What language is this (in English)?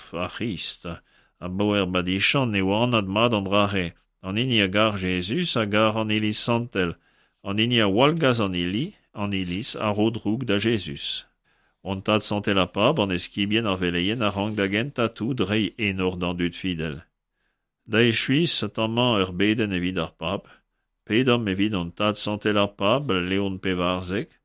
Breton